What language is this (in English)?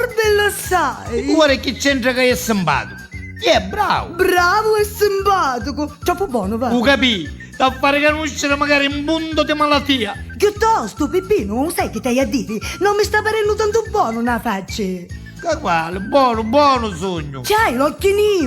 Neapolitan